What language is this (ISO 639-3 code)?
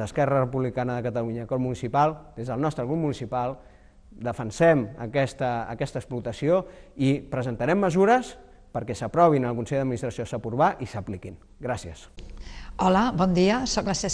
cat